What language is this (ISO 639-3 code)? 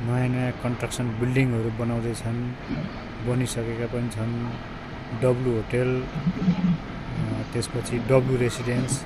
nep